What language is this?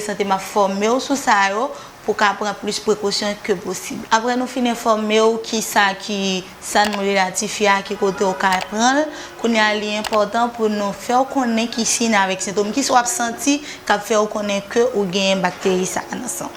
Haitian Creole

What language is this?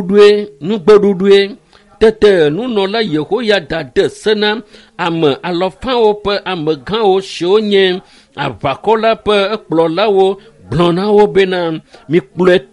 Ewe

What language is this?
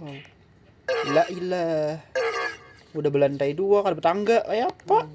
Banjar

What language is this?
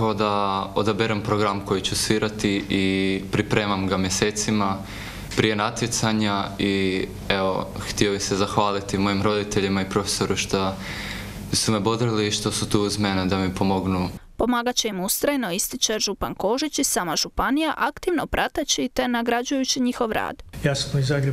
Croatian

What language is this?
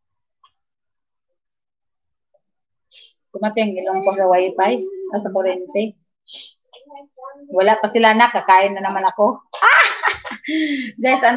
Filipino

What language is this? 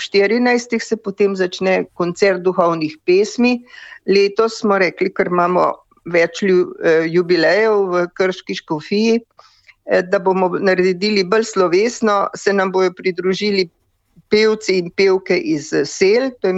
Slovenian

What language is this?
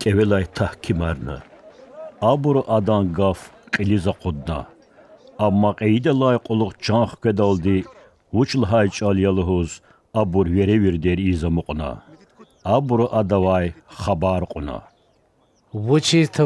Lezghian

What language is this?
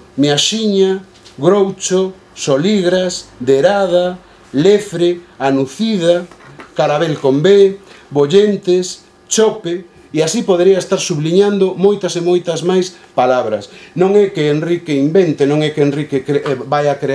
Galician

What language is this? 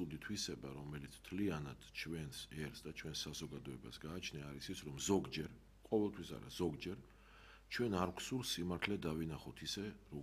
Georgian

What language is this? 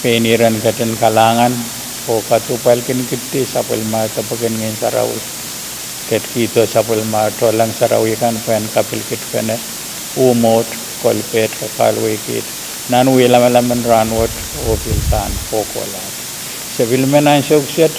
Pohnpeian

